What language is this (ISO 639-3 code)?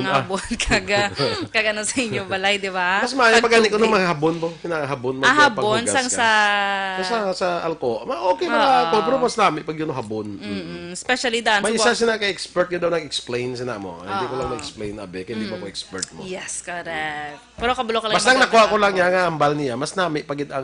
hil